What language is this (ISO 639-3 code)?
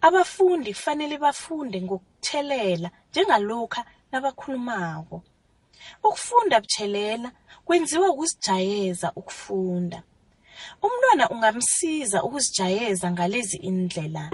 nbl